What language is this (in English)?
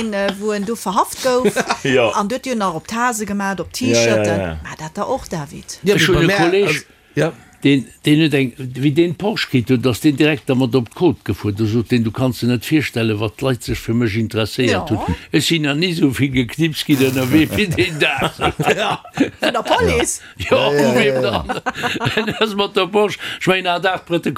Luxembourgish